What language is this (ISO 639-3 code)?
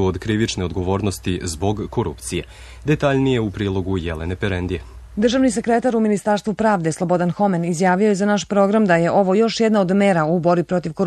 srp